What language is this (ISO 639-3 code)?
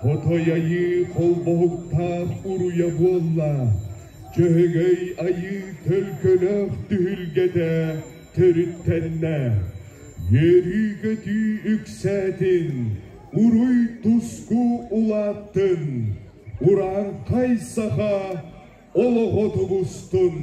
sah